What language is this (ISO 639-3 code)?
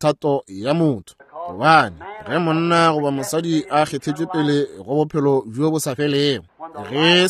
nso